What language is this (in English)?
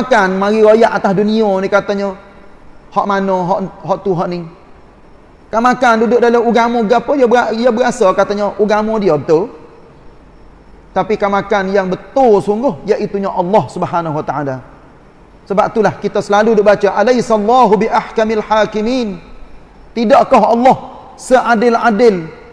Malay